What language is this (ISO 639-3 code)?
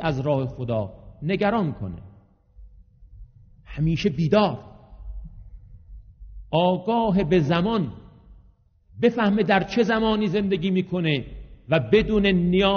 fas